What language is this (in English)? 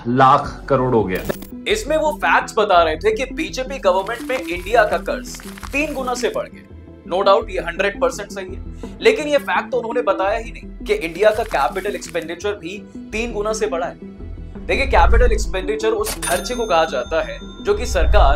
Hindi